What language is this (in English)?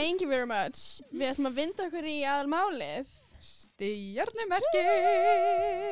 Icelandic